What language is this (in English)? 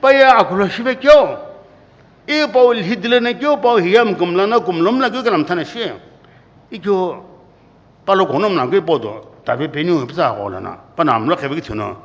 Sumi Naga